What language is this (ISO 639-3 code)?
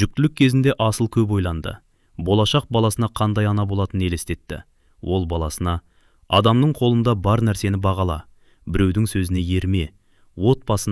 kaz